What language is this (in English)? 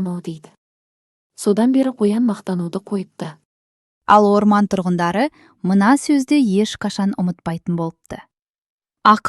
Kazakh